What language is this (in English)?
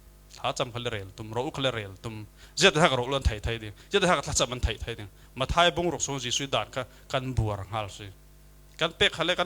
Falam Chin